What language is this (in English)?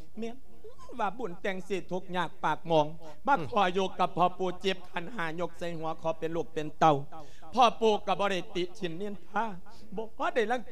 Lao